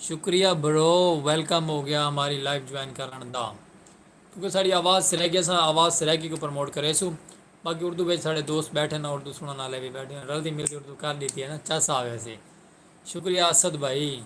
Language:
Saraiki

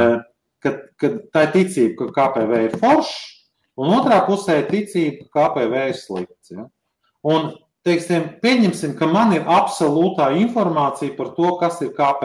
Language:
Latvian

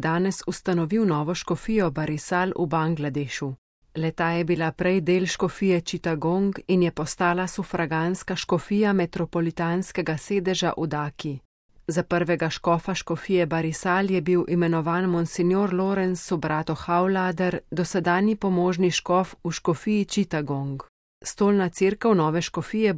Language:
Slovenian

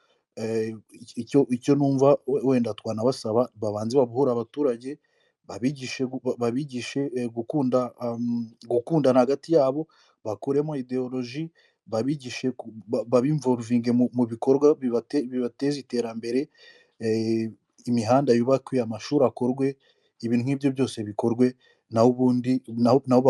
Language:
Kinyarwanda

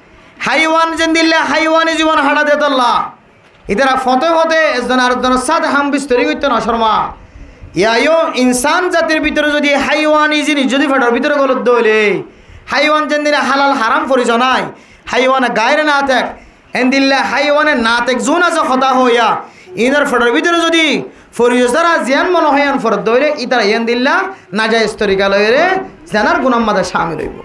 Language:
Rohingya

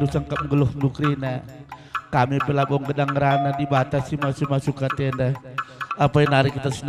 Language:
Batak Karo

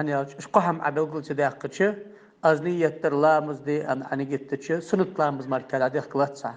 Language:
Ingush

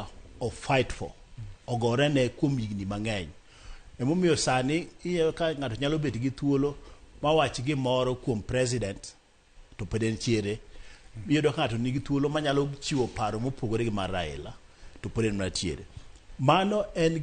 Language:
Luo (Kenya and Tanzania)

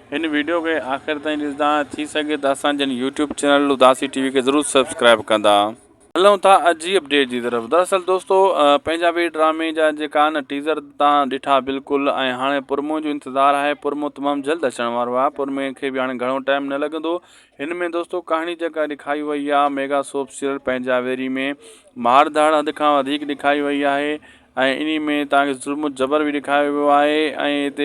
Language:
Sindhi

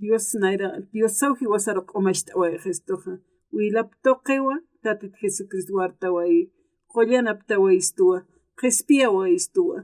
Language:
Aymara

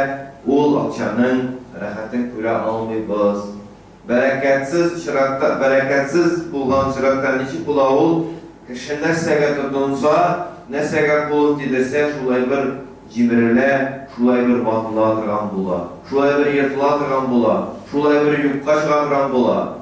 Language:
Tatar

